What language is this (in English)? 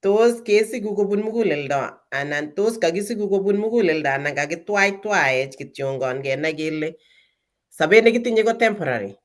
Kalenjin